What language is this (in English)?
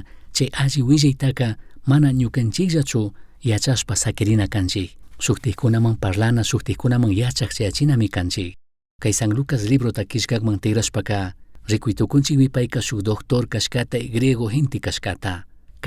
Chimborazo Highland Quichua